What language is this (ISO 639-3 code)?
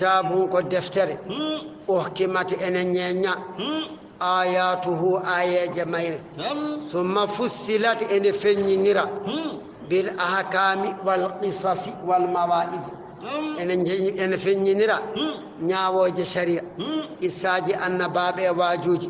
ful